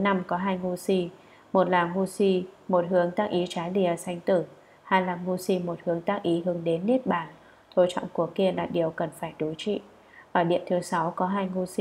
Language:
Vietnamese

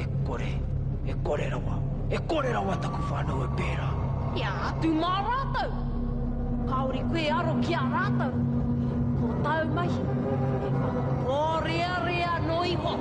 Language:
Māori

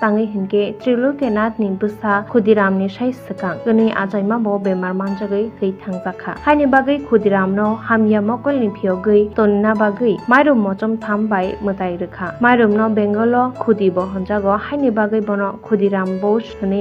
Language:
Kok Borok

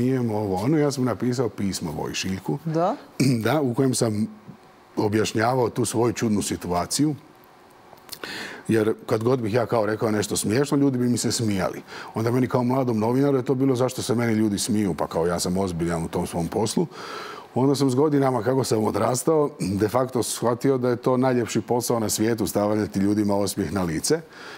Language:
Croatian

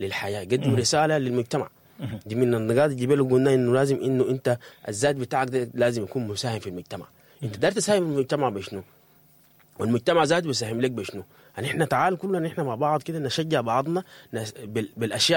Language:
Sudanese Arabic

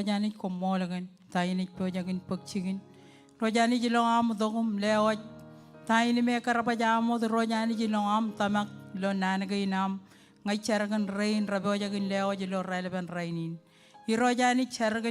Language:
Marshallese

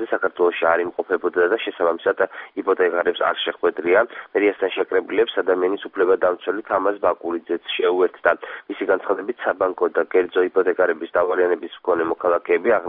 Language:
Georgian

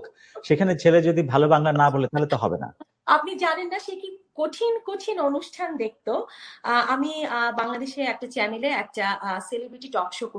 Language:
Bangla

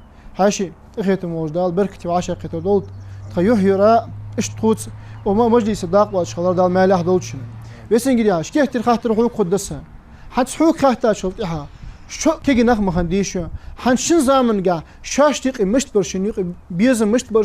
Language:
Ingush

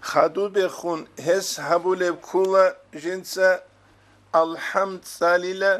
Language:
Avaric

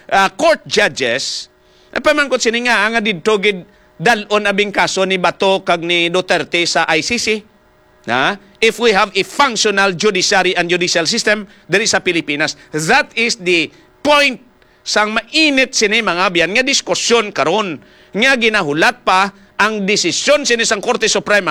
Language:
Hiligaynon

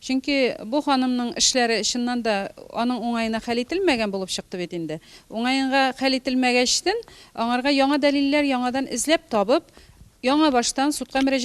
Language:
Tatar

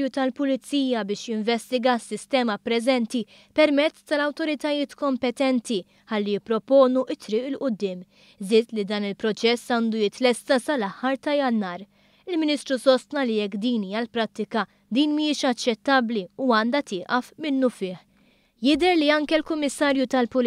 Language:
Maltese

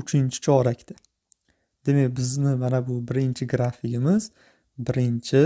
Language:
Uzbek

